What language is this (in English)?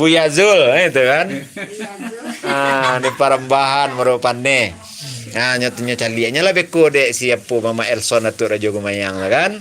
Minangkabau